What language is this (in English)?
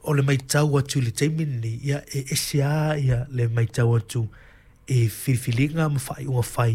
Samoan